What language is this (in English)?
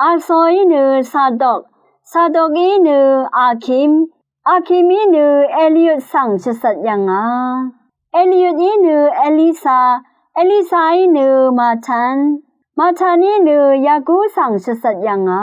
Rawang